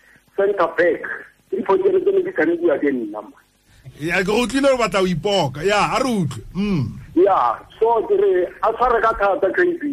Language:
Tswana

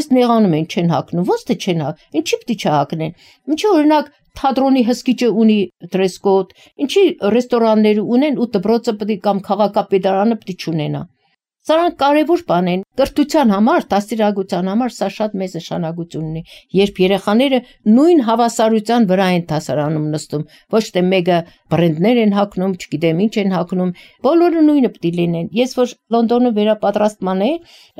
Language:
Armenian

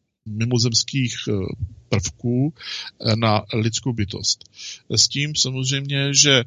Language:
Czech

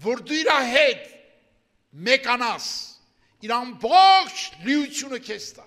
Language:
Armenian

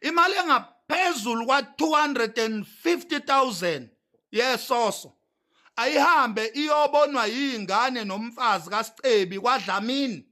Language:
Zulu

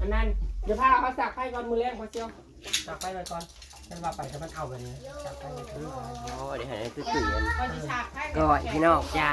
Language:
Northeastern Thai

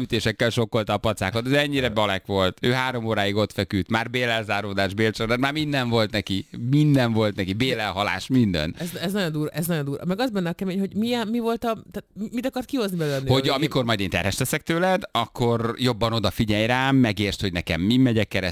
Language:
Hungarian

